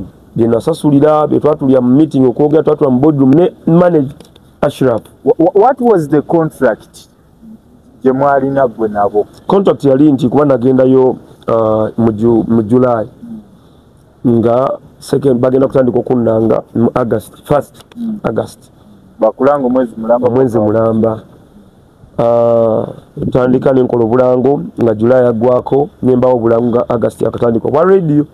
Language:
Ganda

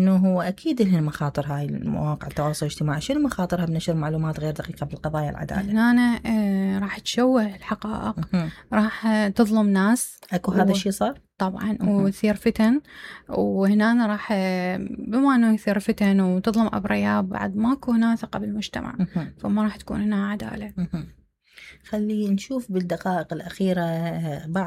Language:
Mesopotamian Arabic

